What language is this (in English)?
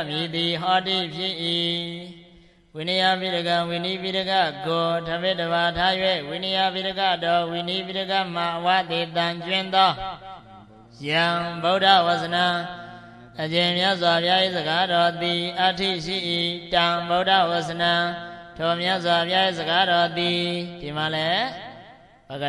Burmese